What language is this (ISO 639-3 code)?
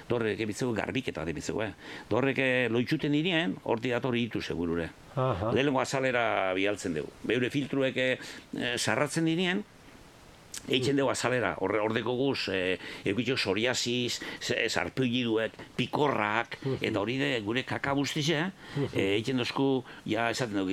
eus